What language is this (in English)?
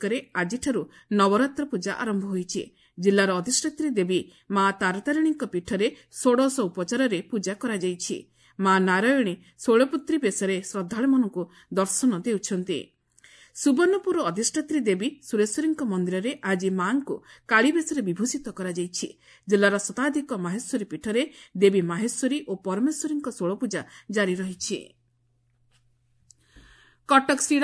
Odia